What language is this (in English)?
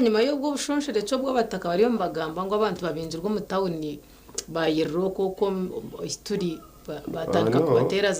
Nyankole